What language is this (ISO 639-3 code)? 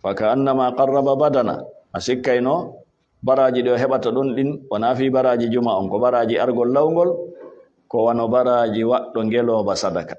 ful